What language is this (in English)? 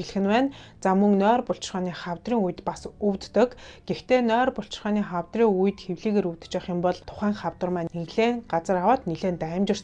Mongolian